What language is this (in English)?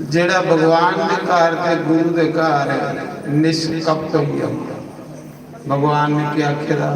Dogri